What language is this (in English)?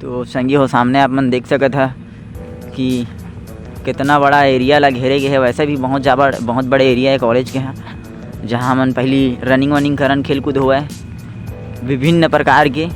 Chhattisgarhi